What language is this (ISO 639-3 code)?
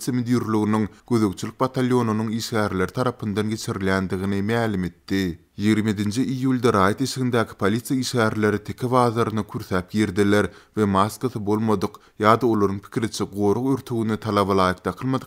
tuk